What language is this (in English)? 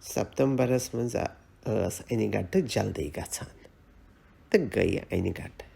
Kashmiri